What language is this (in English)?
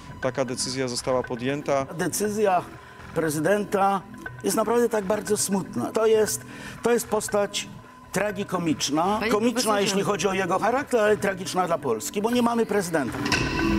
Polish